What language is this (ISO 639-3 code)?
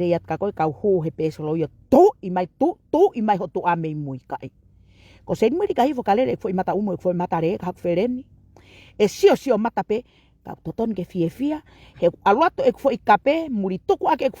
ton